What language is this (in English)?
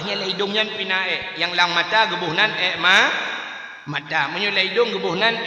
Achinese